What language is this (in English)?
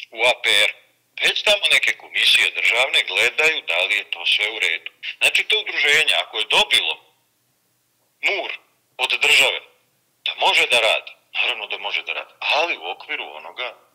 Serbian